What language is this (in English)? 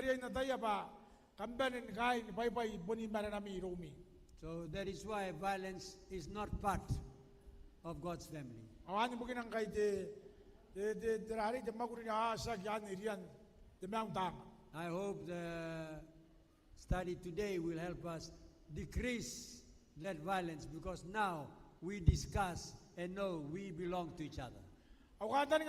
Gilbertese